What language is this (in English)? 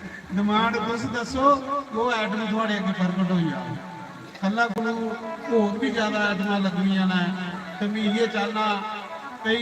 Dogri